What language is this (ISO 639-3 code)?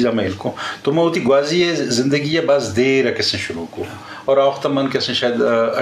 bgp